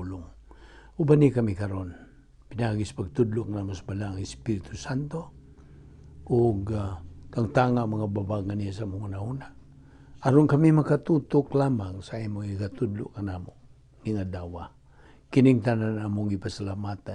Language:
Cebuano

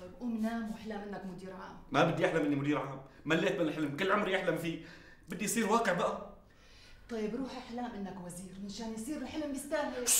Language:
North Levantine Arabic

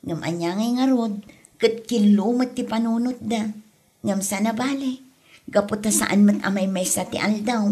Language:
Iloko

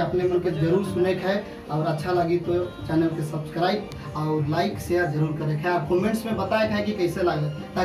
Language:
Sadri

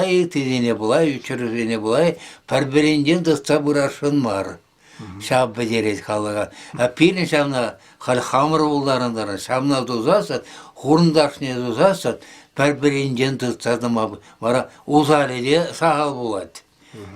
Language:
Chuvash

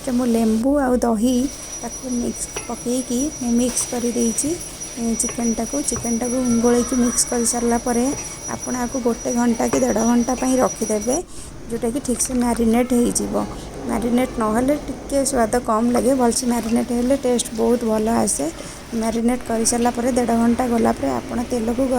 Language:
Odia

